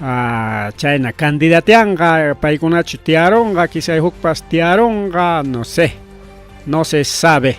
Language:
Ayacucho Quechua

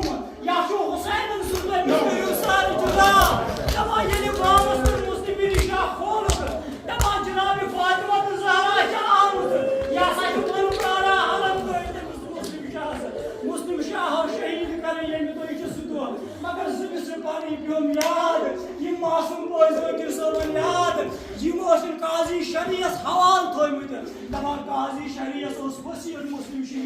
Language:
Kashmiri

